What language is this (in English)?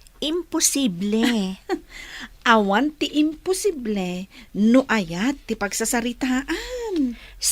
Iloko